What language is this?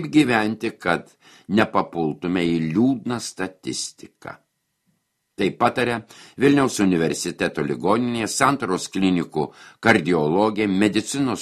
Lithuanian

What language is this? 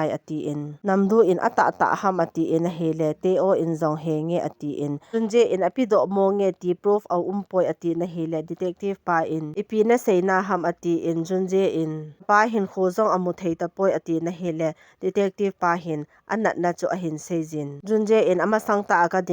Thado Chin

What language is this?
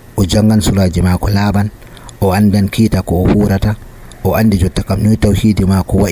Nigerian Fulfulde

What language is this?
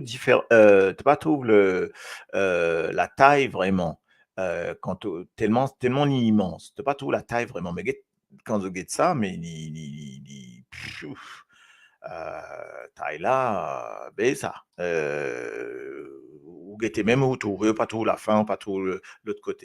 Morisyen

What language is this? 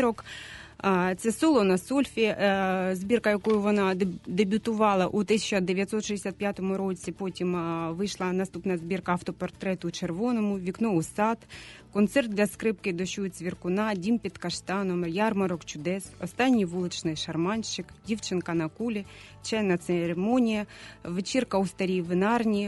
Ukrainian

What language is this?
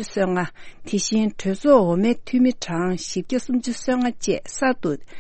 Tibetan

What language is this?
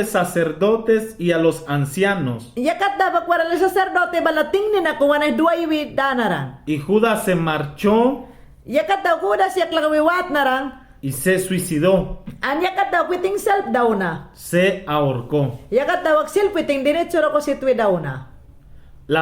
Mayangna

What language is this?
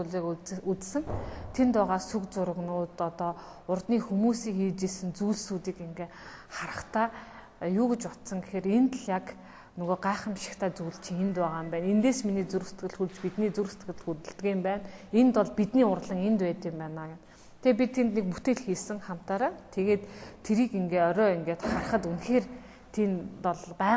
Mongolian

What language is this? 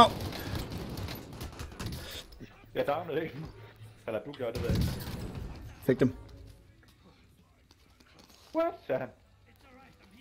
Danish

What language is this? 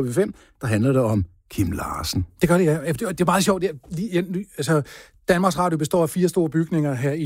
Danish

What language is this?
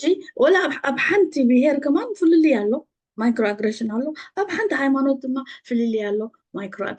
Tigrinya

